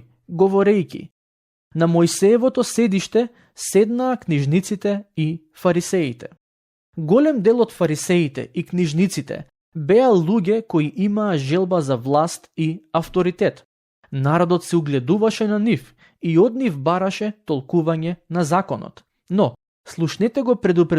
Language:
Macedonian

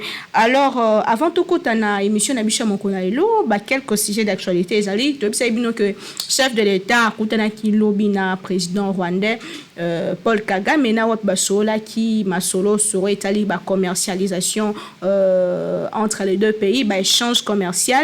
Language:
Lingala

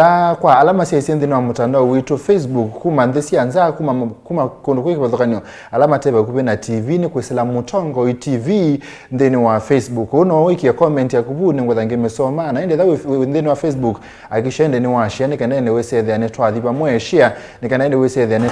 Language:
Kamba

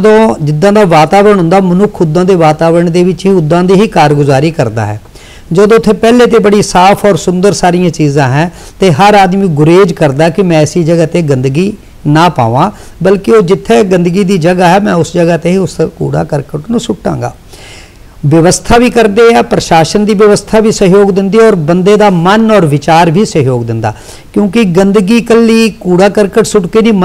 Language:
Punjabi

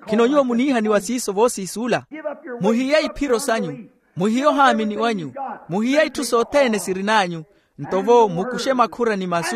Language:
Makhuwa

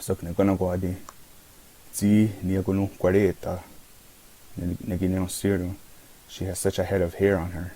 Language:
Mohawk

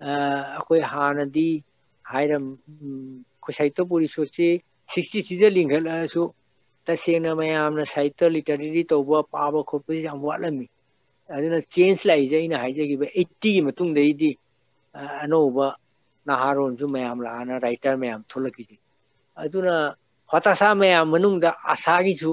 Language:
Manipuri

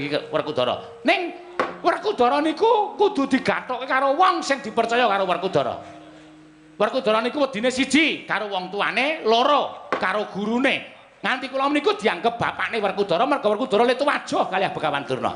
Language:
Javanese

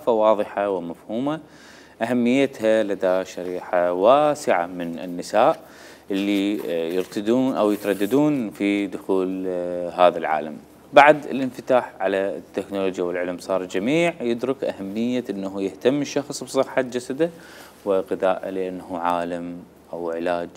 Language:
Mesopotamian Arabic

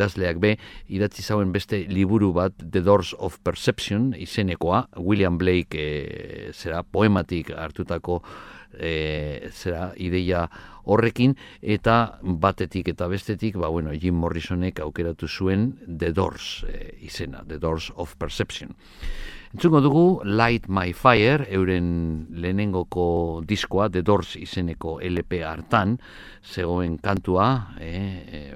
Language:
Basque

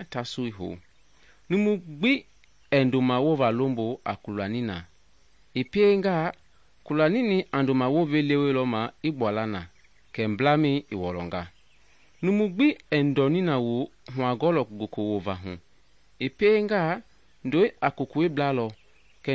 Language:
Mende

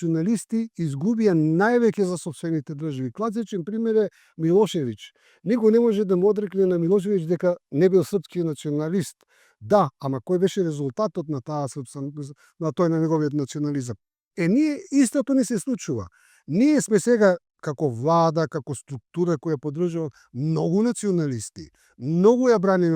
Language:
Macedonian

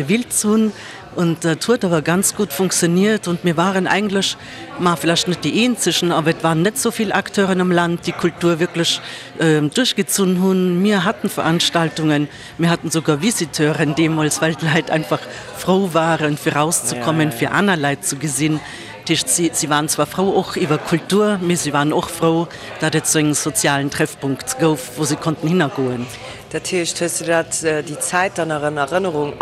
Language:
Luxembourgish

